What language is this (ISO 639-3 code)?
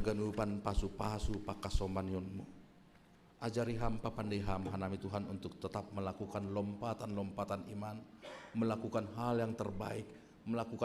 bts